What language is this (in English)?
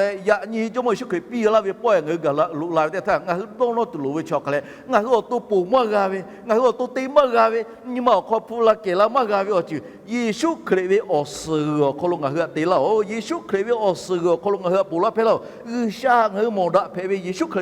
Lahu